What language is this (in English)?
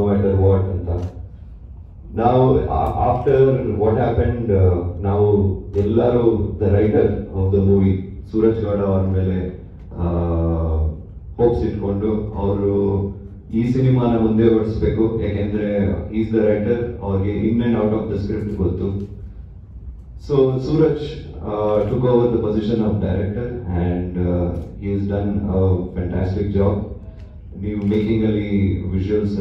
Kannada